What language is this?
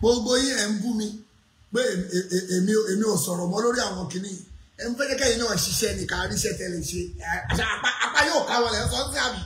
Yoruba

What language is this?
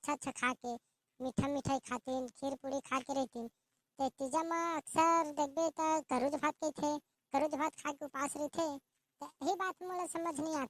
Chhattisgarhi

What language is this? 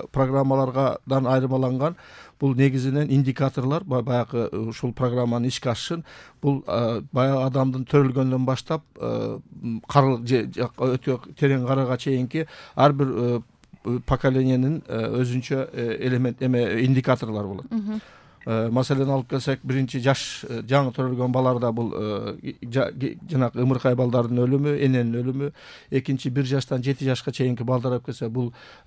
Kyrgyz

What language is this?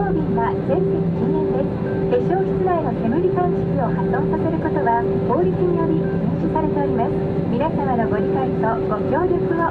Japanese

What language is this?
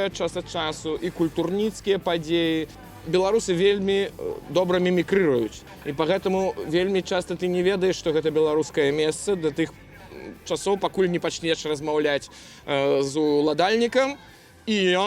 Belarusian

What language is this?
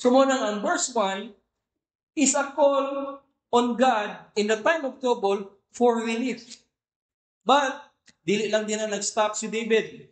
Cebuano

